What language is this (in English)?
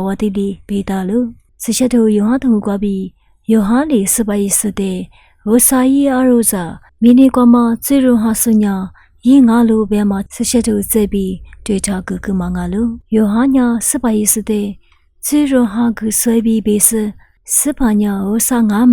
Lisu